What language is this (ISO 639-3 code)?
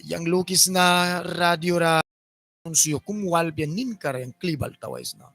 miq